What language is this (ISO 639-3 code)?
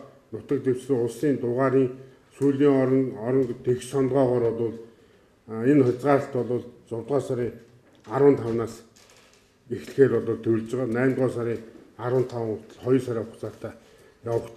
mon